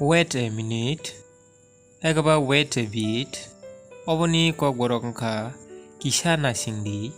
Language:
Kok Borok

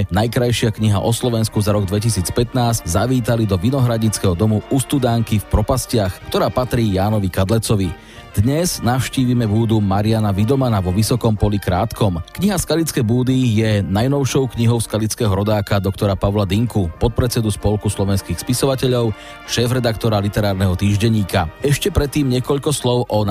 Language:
Slovak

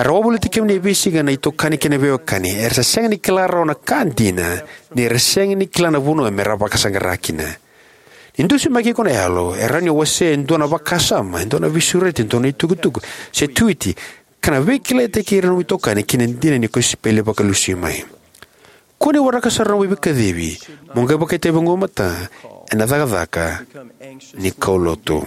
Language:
Fijian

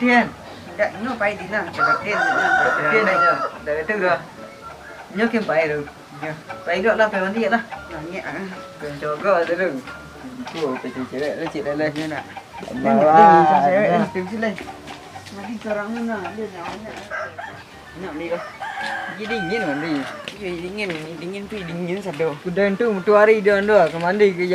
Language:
Minangkabau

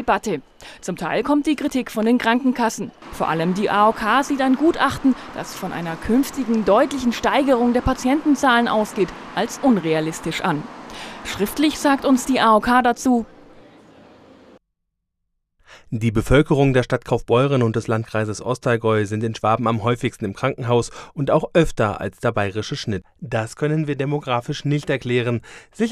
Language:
German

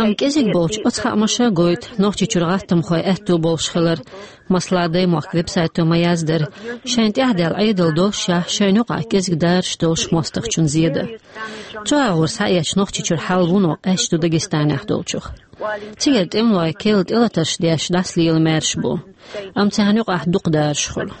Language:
Chechen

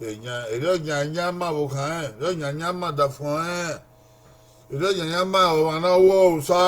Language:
Bini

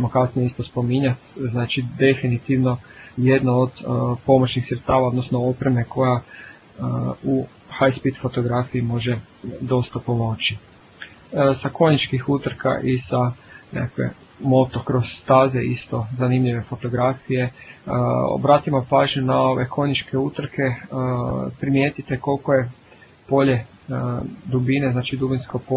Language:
Croatian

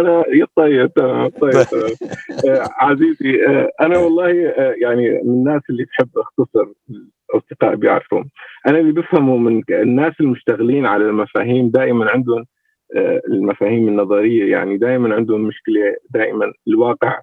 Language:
North Levantine Arabic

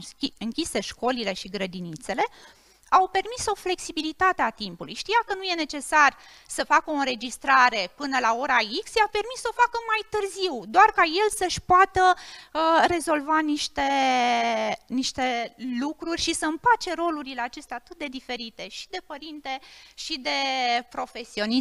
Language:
Romanian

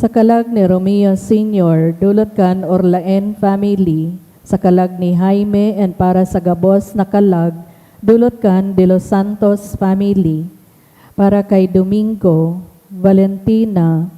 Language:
Bikol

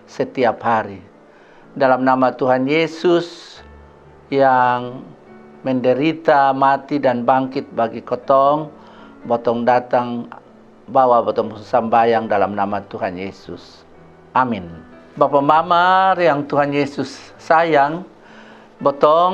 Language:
Kupang Malay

